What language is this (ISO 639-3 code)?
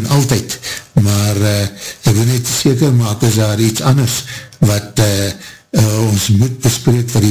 afr